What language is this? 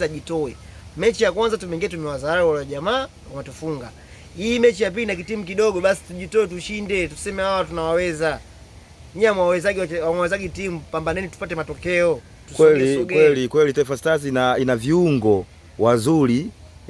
Swahili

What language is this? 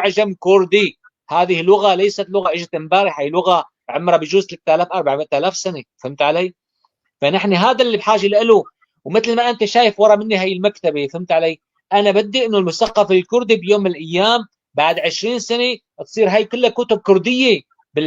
North Levantine Arabic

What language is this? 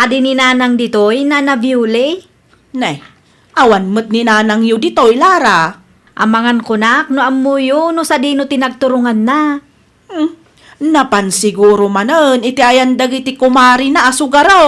Iloko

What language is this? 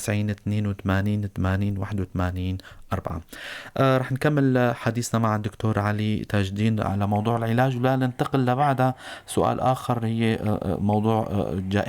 North Levantine Arabic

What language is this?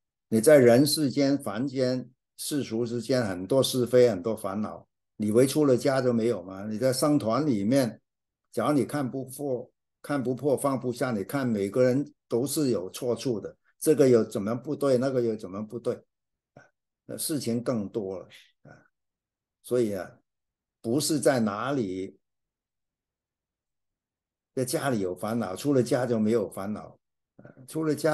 Chinese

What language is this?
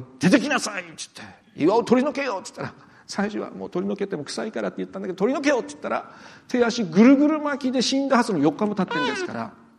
Japanese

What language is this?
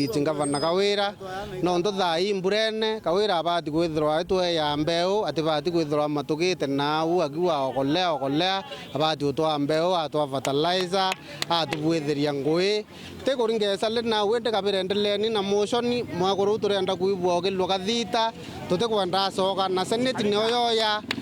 Meru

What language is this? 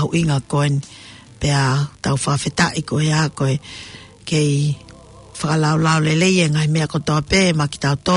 Tongan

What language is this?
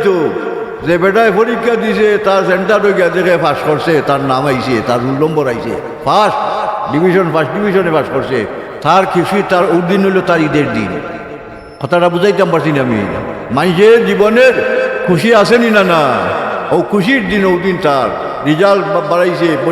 Sylheti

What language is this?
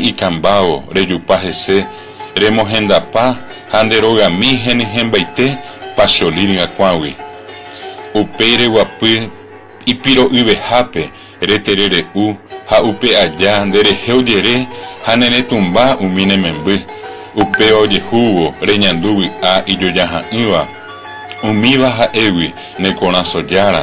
Guarani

